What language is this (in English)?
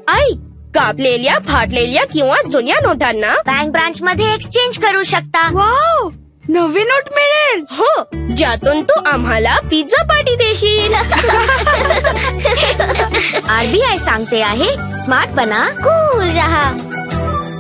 Marathi